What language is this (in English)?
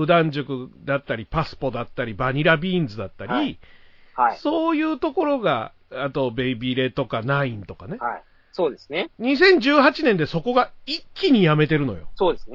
Japanese